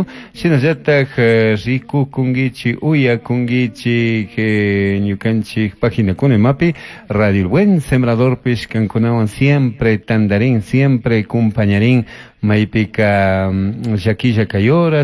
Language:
Chimborazo Highland Quichua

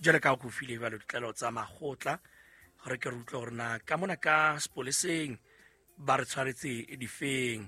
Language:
Southern Sotho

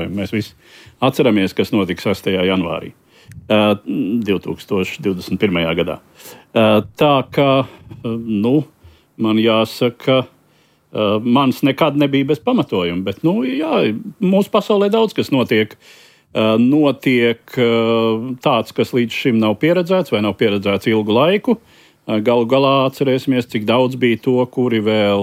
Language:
Latvian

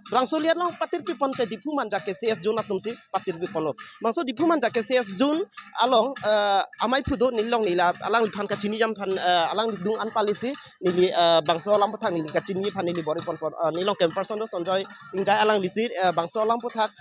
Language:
Karbi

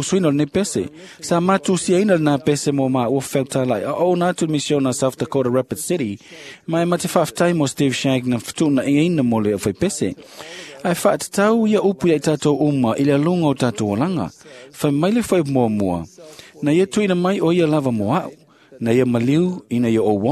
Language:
Samoan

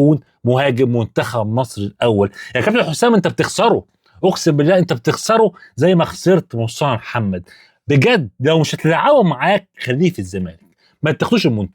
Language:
Egyptian Arabic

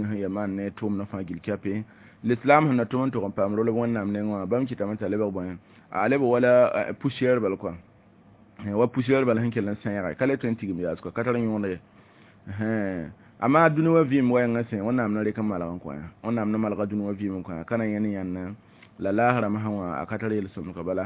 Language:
Mossi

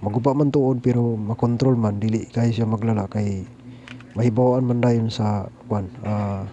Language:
Cebuano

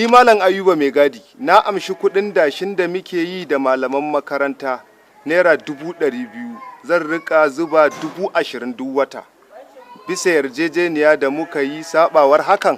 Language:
Hausa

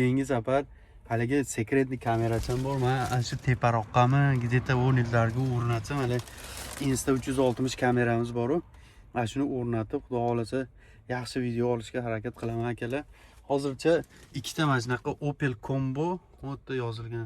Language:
Uzbek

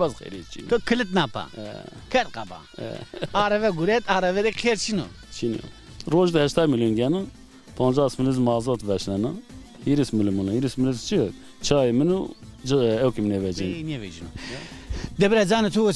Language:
Zaza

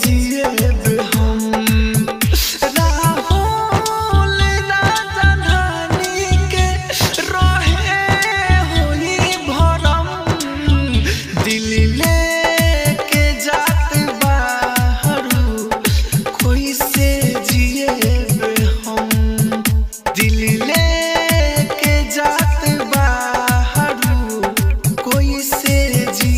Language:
Bhojpuri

